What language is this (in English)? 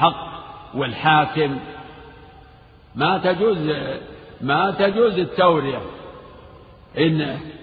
Arabic